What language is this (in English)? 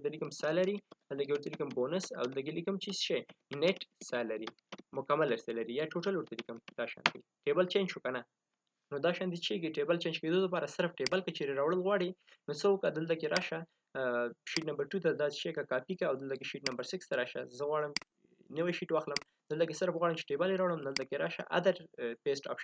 Pashto